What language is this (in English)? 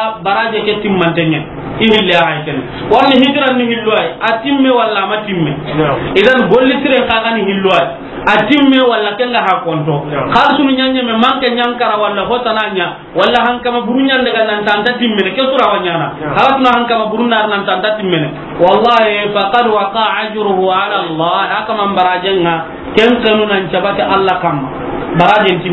Soninke